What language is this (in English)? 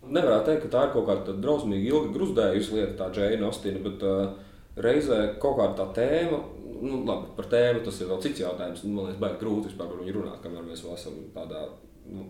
Latvian